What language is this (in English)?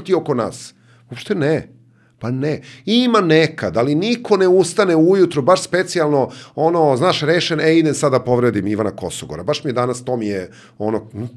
Serbian